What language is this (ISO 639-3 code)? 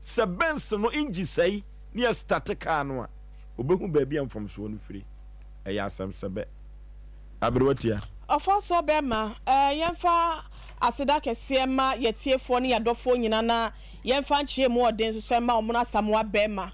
aka